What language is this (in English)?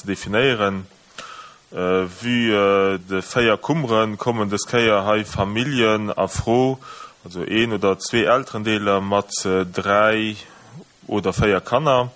Luxembourgish